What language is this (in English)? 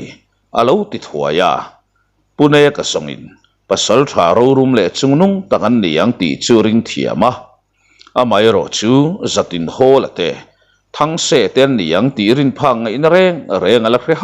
Mizo